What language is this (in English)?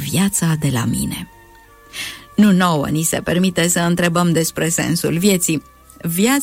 Romanian